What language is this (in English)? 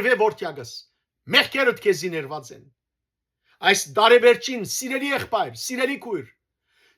Western Armenian